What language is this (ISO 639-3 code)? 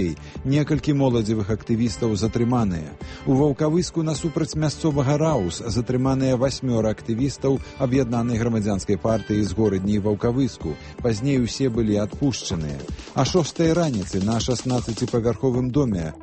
bel